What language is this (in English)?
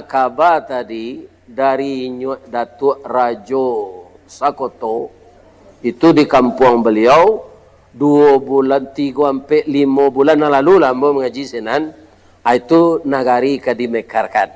Minangkabau